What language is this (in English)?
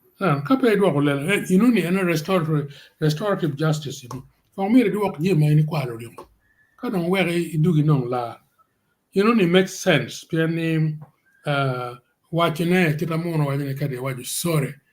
Acoli